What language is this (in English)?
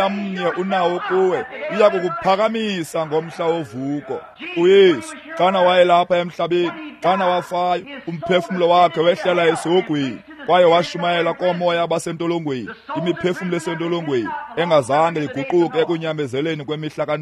Xhosa